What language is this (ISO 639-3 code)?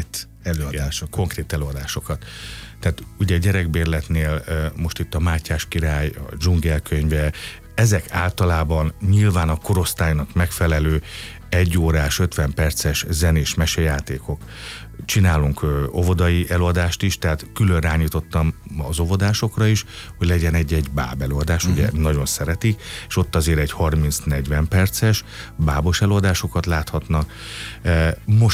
hun